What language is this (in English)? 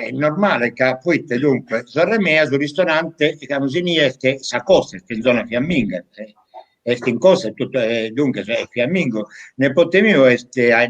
Sardinian